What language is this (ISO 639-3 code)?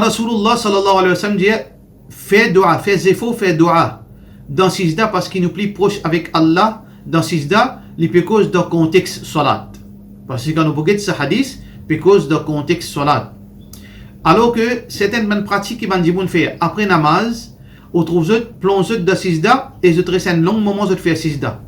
mfe